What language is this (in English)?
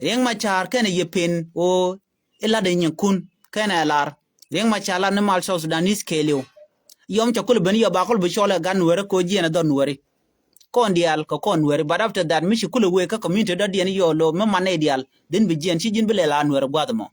Nuer